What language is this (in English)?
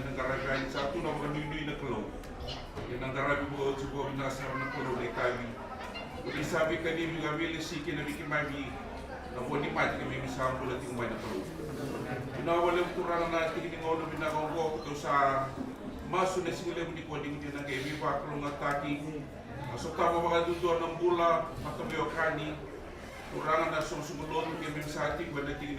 Fijian